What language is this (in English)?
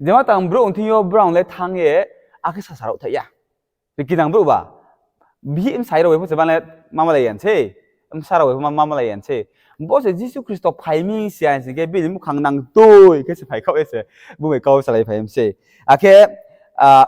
Riang (India)